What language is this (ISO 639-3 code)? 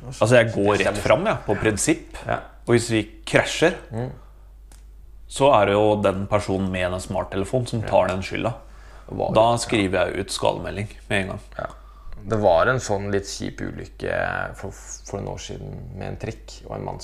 nor